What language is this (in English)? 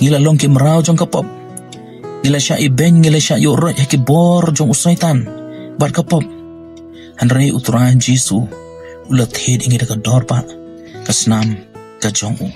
Khasi